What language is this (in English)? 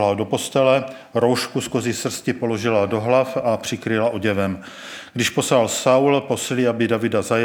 Czech